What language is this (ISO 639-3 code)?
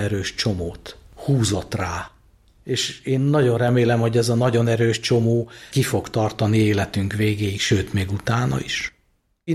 hun